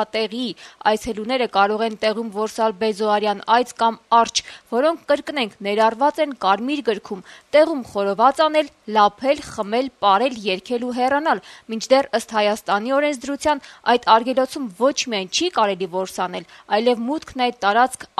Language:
Armenian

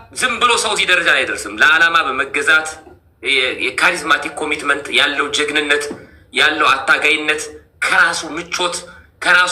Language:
Amharic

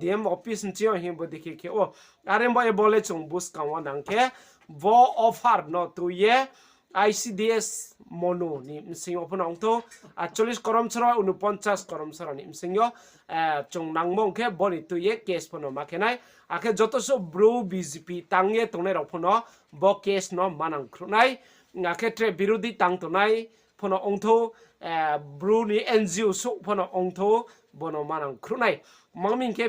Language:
Riang (India)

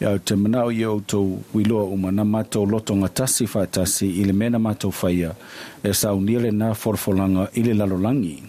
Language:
Samoan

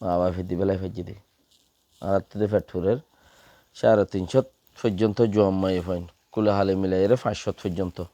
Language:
Rohingya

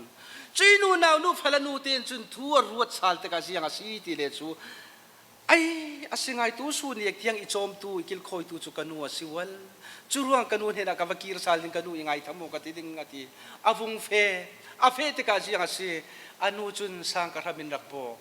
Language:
Falam Chin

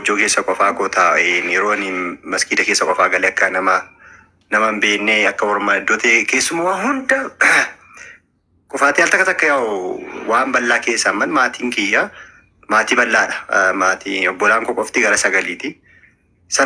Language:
Oromo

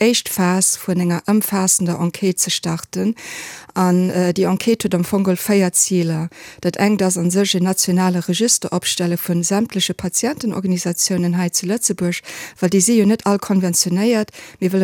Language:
Luxembourgish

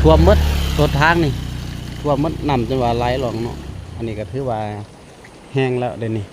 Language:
Lao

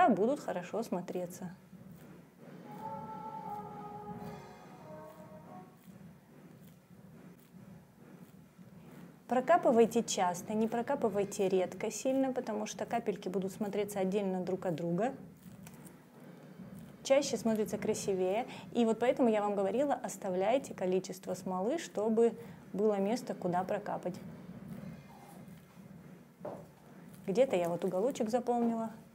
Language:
Russian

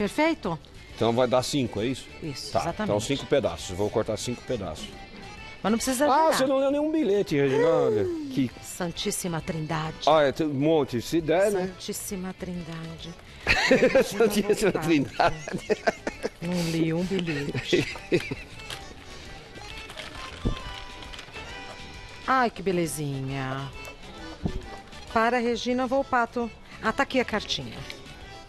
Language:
Portuguese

